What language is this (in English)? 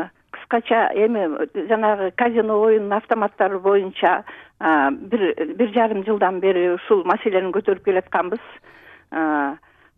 Kyrgyz